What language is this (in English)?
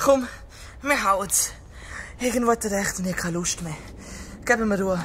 Swiss German